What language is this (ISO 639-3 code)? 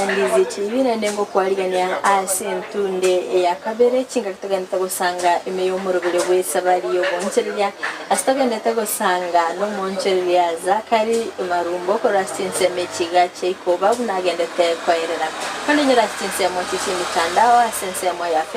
guz